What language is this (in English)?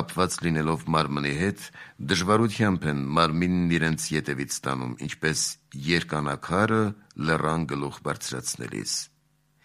Armenian